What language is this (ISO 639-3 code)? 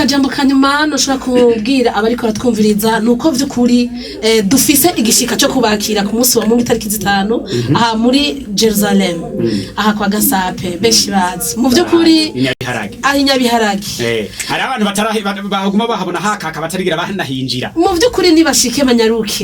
run